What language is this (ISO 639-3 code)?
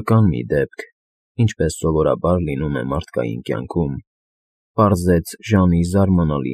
hye